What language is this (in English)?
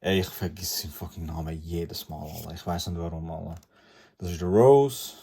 Swiss German